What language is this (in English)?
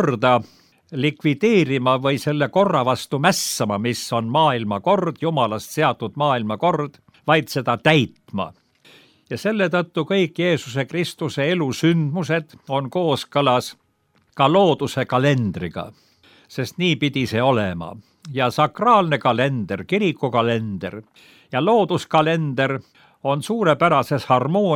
Estonian